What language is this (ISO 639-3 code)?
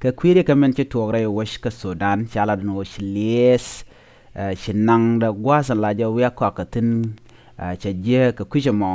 nus